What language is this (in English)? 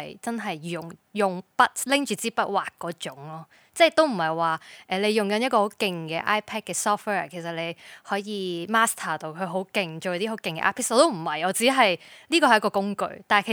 Cantonese